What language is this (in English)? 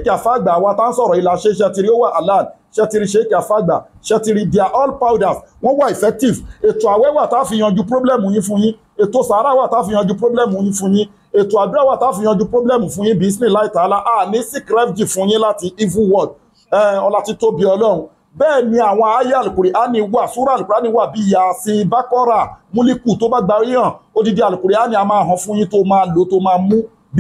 Yoruba